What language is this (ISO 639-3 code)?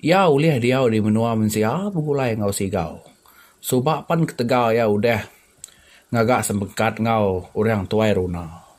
iba